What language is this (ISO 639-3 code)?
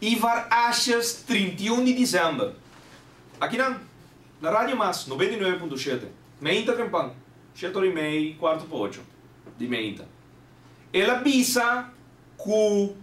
pap